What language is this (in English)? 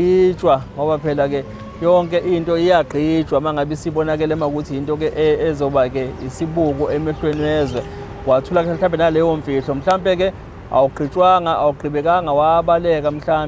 Zulu